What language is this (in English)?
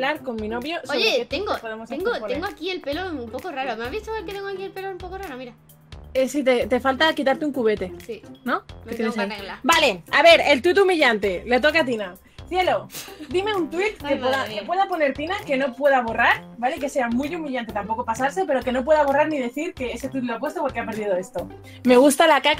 Spanish